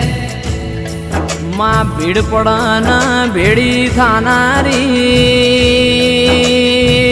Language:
Gujarati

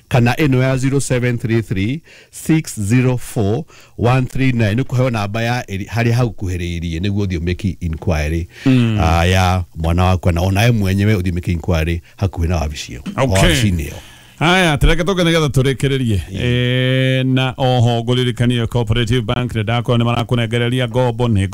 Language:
Kikuyu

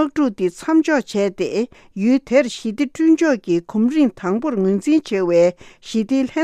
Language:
Tibetan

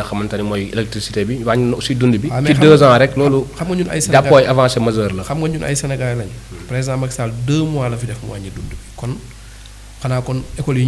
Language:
Wolof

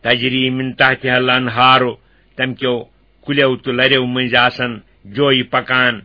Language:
Kashmiri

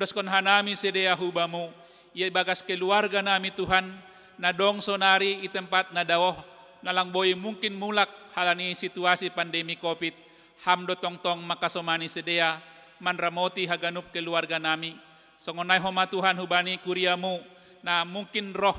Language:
Batak Simalungun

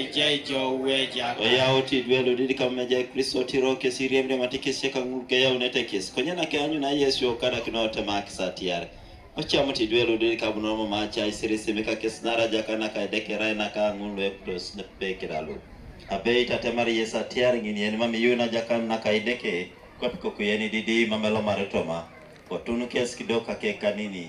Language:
Teso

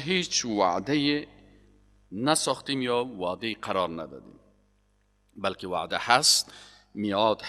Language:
Persian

